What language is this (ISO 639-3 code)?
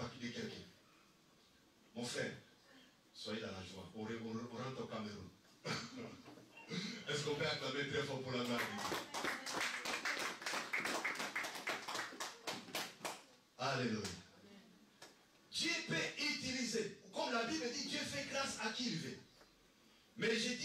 fra